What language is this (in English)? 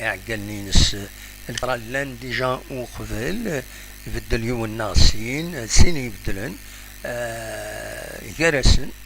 Kabyle